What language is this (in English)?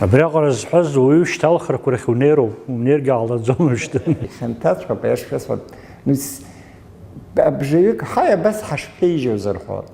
Abkhazian